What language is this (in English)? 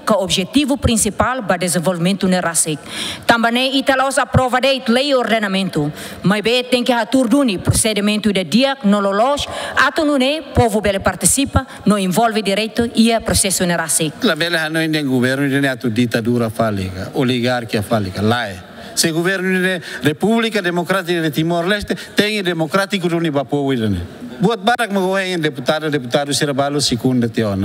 Tetum